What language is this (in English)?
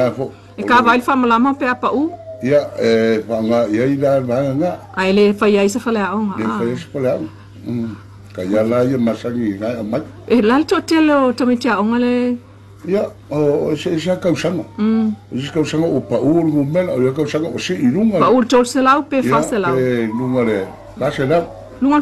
Samoan